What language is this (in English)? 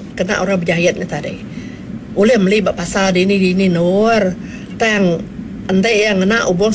Iban